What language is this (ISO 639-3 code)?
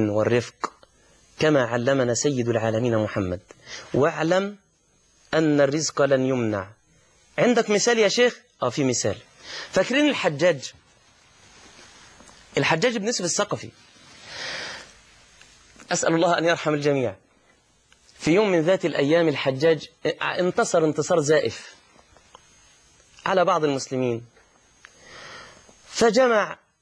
arz